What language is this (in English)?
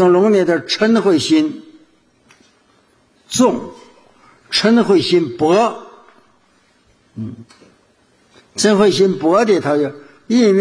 Chinese